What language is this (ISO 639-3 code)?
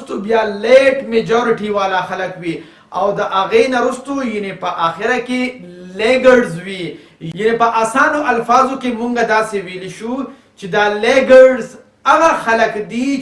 pus